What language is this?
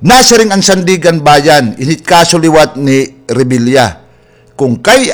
Waray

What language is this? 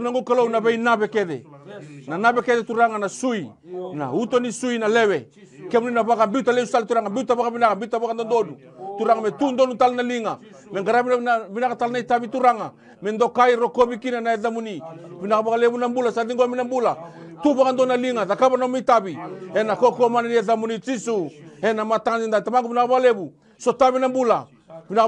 Fijian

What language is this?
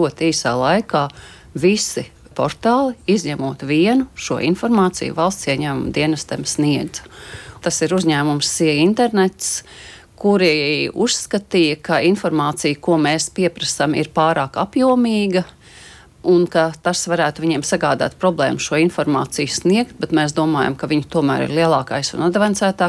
Latvian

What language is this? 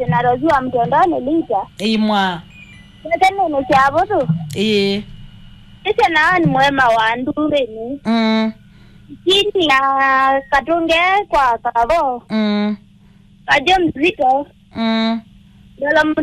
Kamba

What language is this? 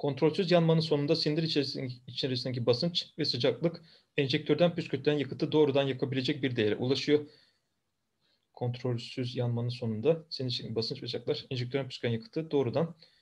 Turkish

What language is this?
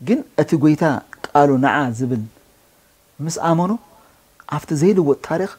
Tigrinya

